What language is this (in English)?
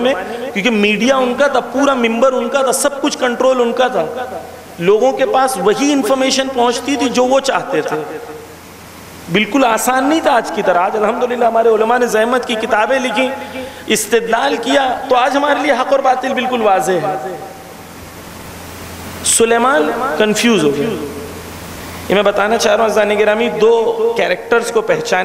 Urdu